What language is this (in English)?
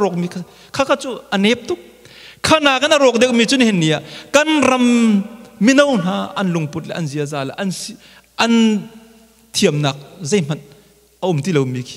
Hakha Chin